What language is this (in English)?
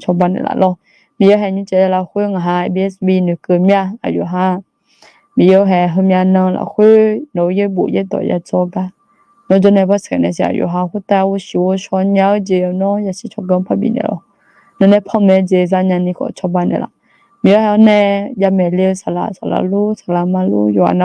Akha